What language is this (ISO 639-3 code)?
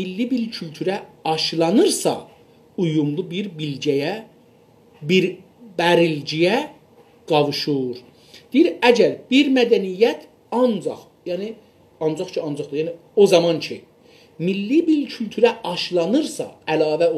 azb